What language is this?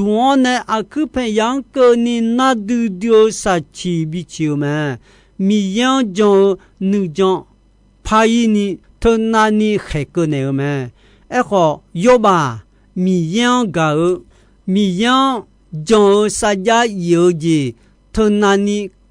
Akha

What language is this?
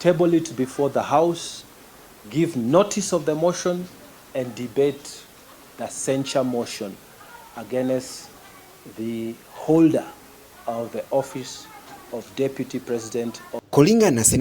Meru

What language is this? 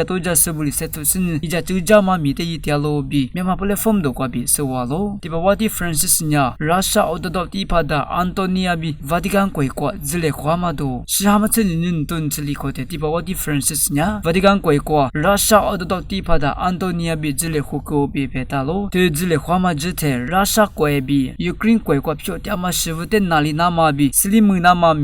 Lisu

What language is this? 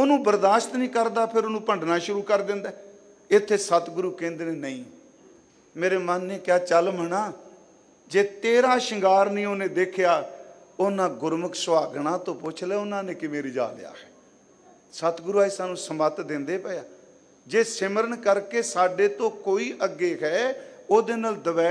Punjabi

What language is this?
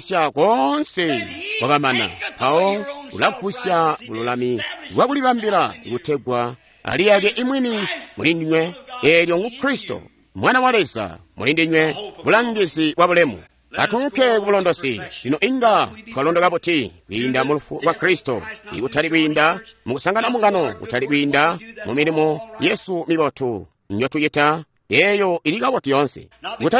Tonga (Zambia)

